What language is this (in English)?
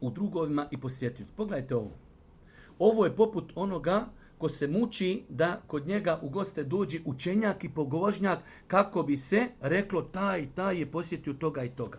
Bosnian